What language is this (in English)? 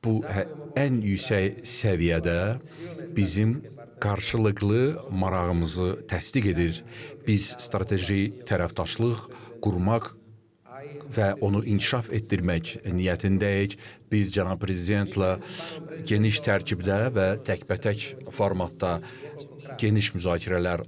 Azerbaijani